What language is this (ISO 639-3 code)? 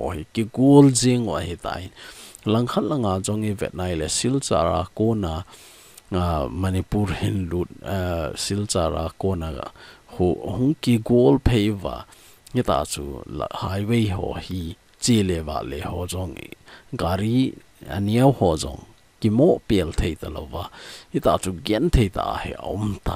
tcz